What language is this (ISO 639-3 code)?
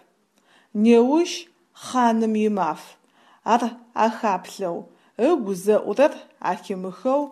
ady